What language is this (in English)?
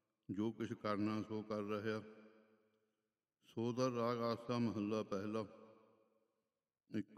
Punjabi